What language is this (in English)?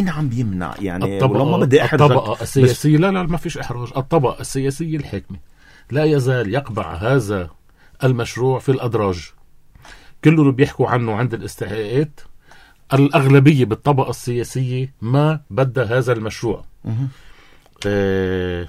North Levantine Arabic